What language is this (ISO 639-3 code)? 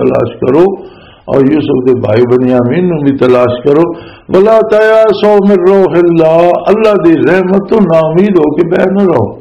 lah